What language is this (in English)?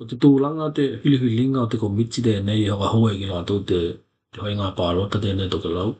Tokelau